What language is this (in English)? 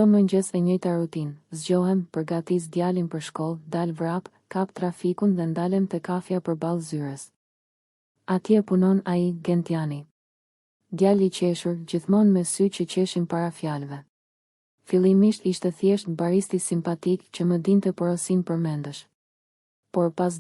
Albanian